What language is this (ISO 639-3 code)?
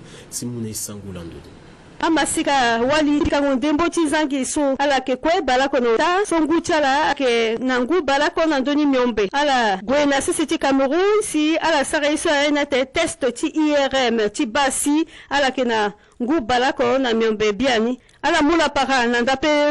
sag